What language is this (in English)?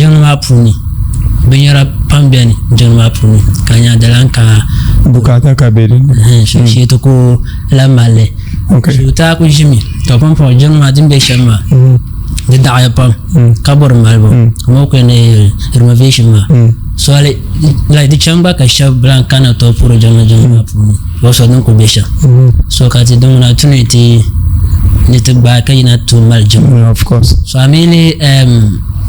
Dagbani